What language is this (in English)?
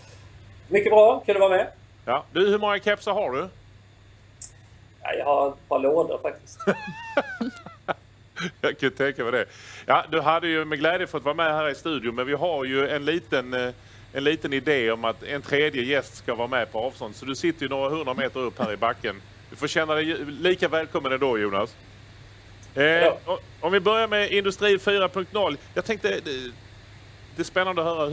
Swedish